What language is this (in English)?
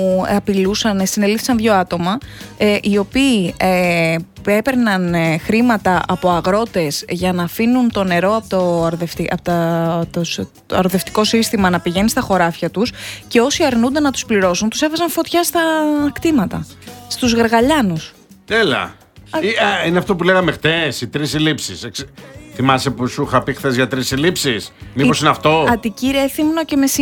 Greek